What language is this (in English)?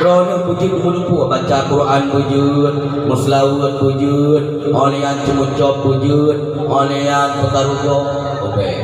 Achinese